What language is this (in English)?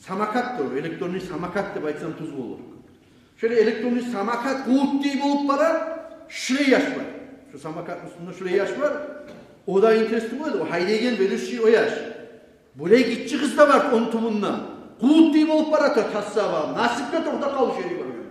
Kumyk